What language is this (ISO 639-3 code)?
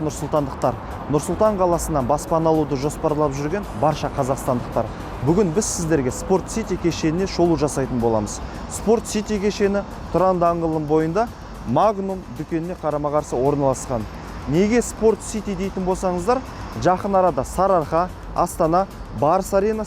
kaz